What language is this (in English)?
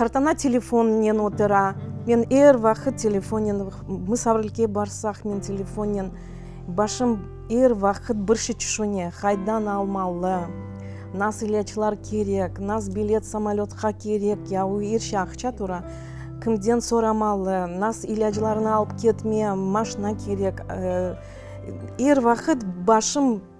Crimean Tatar